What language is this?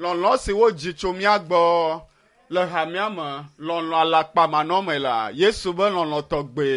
Ewe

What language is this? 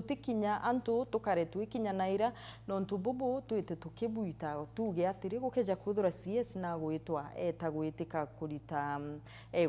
Meru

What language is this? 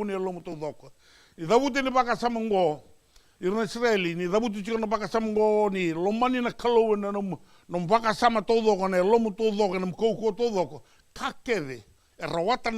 Fijian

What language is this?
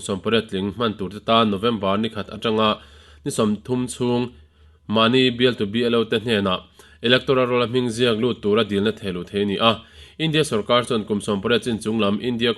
Mizo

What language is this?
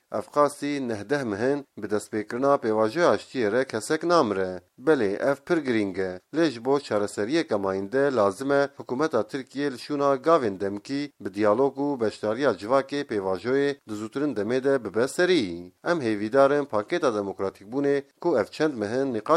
Kurdish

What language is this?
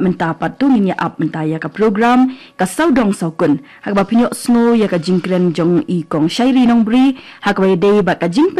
Khasi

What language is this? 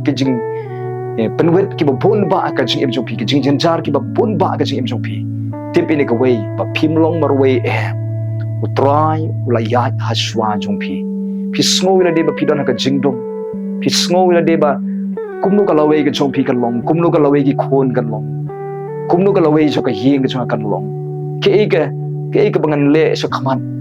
Khasi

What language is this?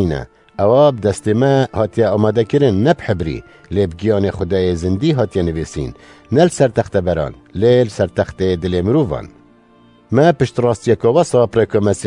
Kurdish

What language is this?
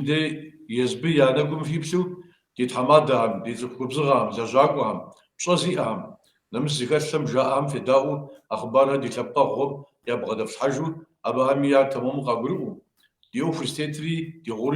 Kabardian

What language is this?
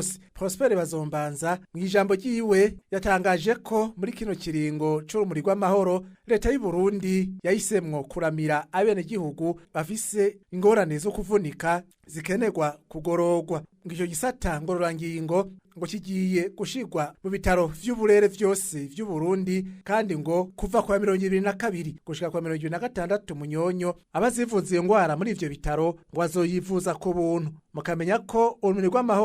Rundi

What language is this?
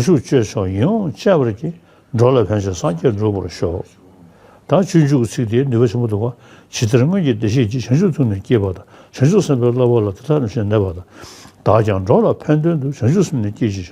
Tibetan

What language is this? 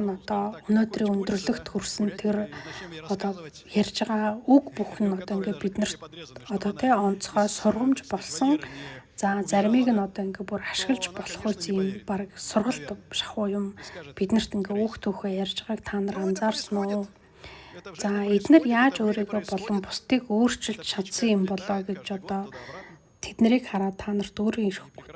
Mongolian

